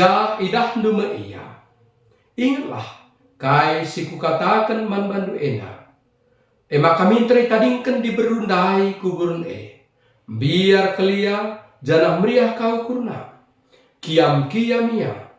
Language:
Batak Karo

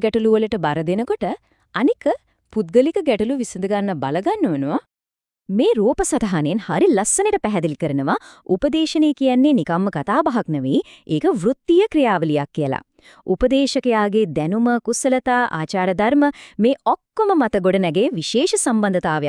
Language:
Sinhala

